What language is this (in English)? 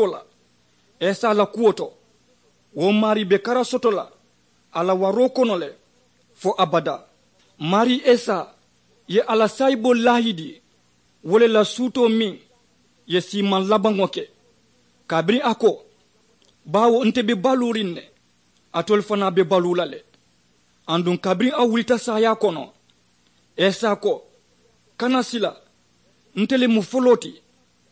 Mandingo